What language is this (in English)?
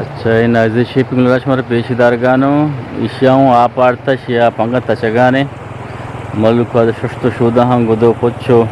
Eastern Balochi